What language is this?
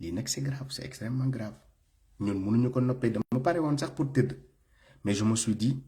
Wolof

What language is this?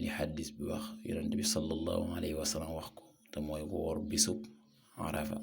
Wolof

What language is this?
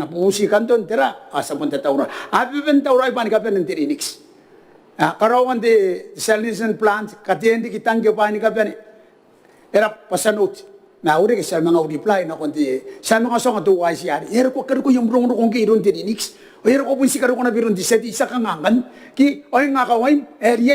Gilbertese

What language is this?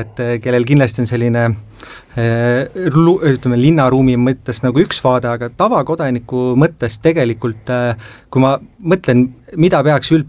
Estonian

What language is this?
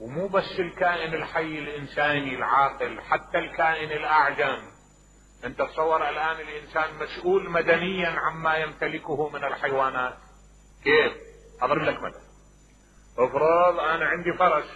Mesopotamian Arabic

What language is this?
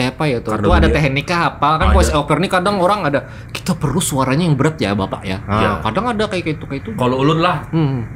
Banjar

